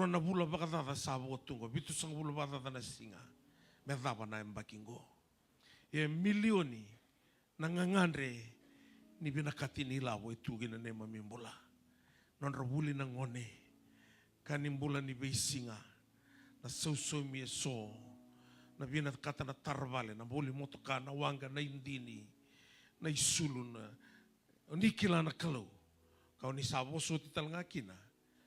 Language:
Fijian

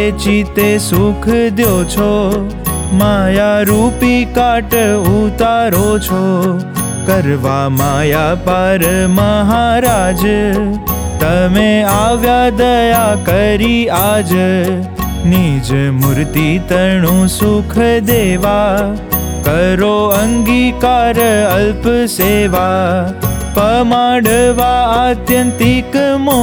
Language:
Gujarati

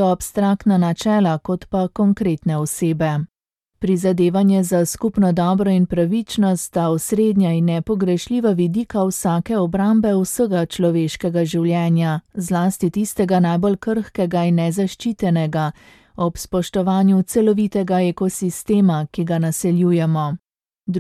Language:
Slovenian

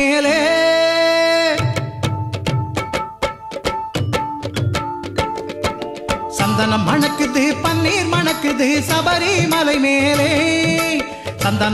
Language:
Tamil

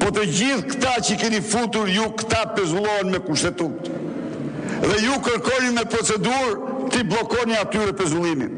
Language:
Albanian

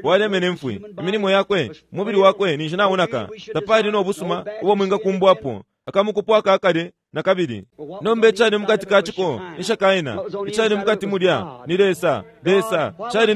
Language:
Bemba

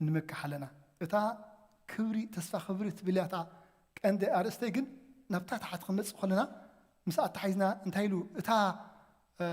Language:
Tigrinya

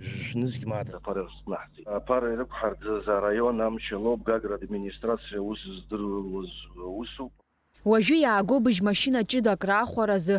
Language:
Abkhazian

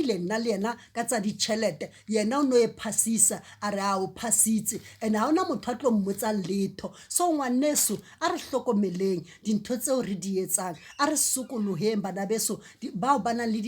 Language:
Southern Sotho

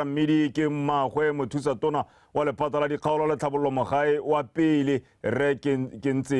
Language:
Tswana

